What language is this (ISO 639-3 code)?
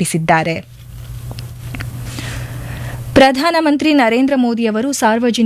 kan